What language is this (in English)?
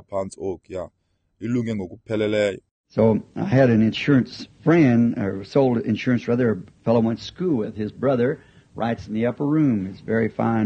Xhosa